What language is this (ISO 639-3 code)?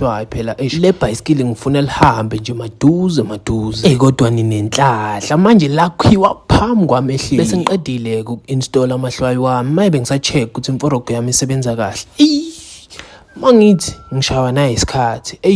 zul